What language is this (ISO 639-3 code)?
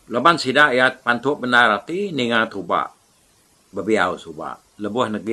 iba